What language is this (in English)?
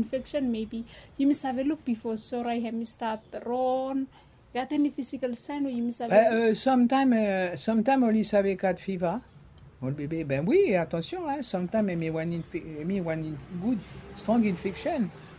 Bislama